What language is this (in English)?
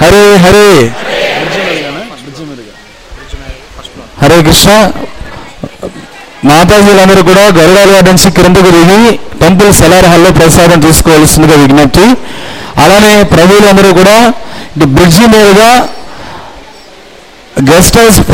Telugu